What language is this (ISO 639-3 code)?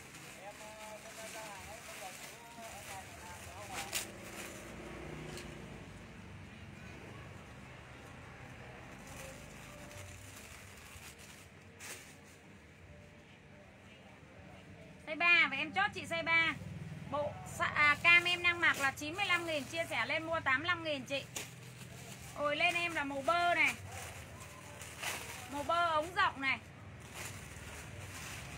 vie